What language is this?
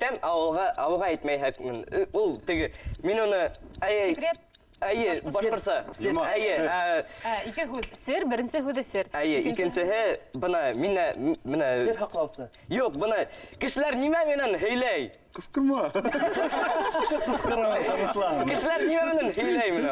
Bashkir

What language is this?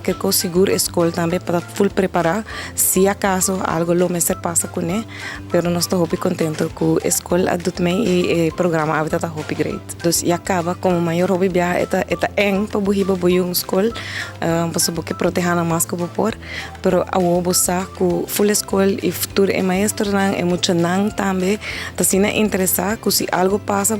Papiamento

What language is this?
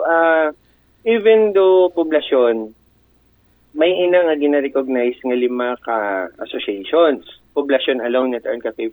Aklanon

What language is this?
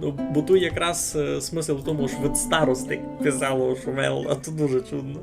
Rusyn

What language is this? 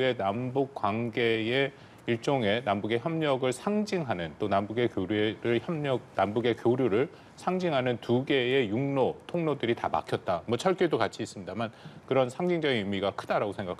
Korean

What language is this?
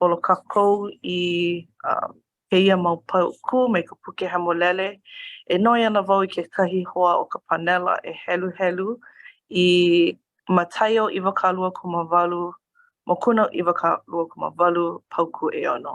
Hawaiian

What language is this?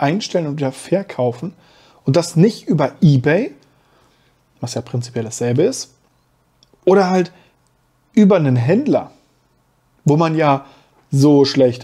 German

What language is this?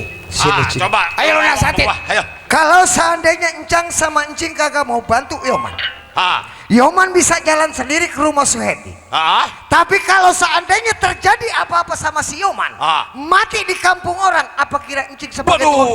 Betawi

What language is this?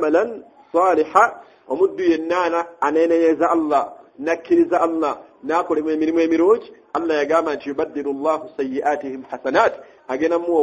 Ganda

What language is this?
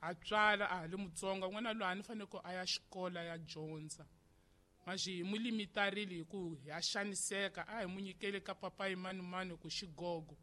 Tsonga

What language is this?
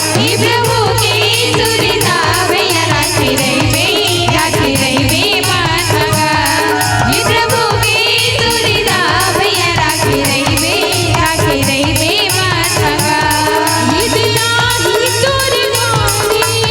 Chhattisgarhi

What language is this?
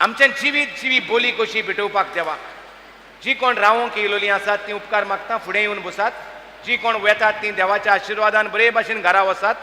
Konkani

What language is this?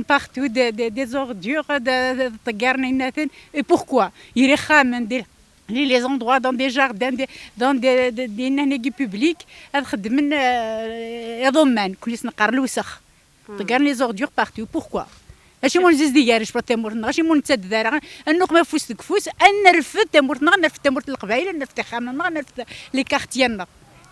Kabyle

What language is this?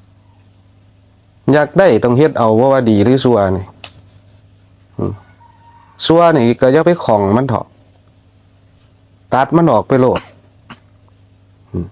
Lao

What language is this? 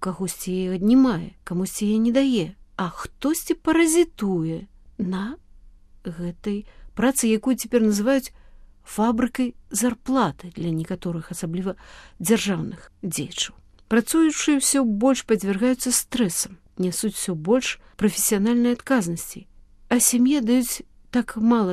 Belarusian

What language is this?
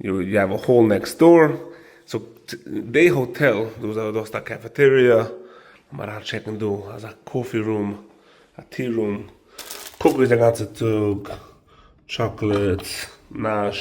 Yiddish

